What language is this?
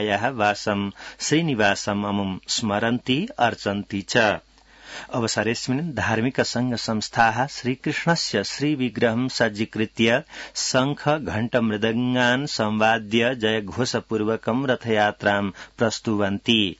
Sanskrit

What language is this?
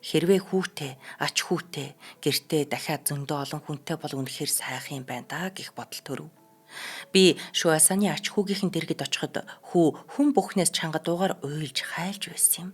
Mongolian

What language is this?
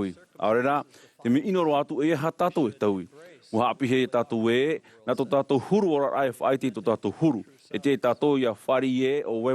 Tahitian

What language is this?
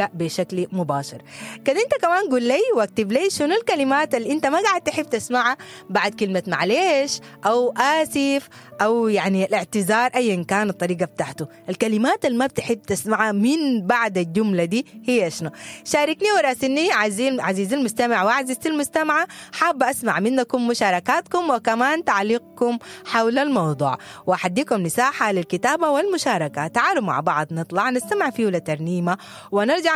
Sudanese Arabic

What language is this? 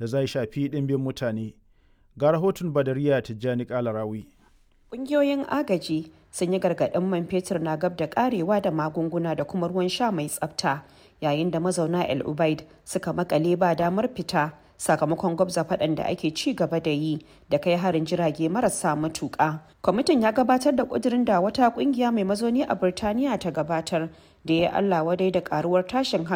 Hausa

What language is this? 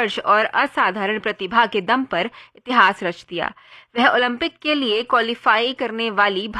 Hindi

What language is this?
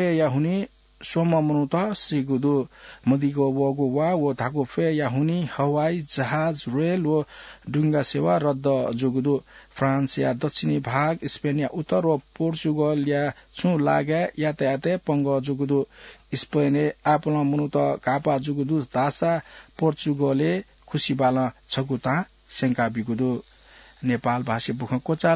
Newari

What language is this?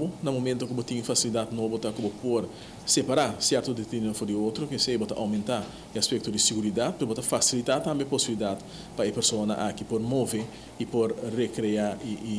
Papiamento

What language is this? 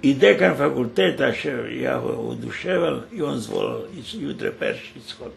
Rusyn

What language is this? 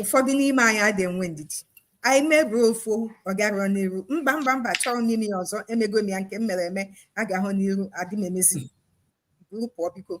Igbo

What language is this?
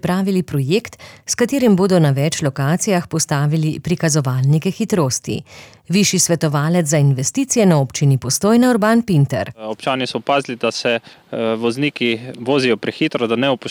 Slovenian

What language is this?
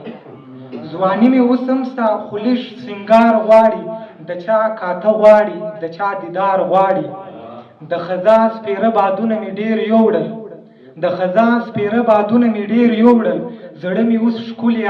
Pashto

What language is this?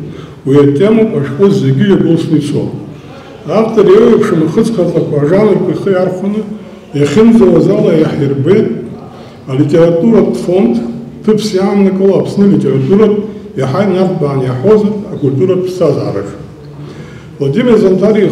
Abkhazian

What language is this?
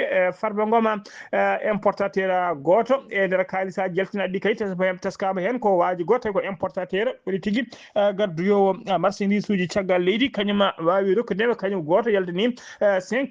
Fula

